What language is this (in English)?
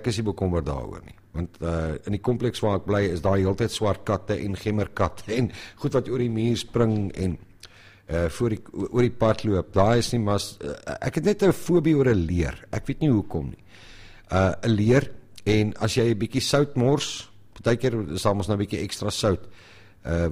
Afrikaans